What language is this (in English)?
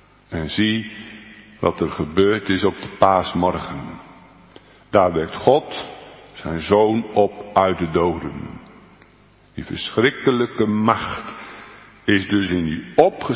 Dutch